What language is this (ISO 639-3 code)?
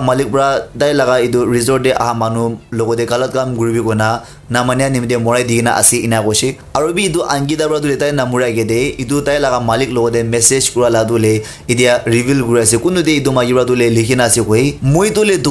nag